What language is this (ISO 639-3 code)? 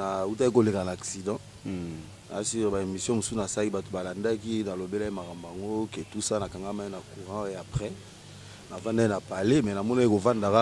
lin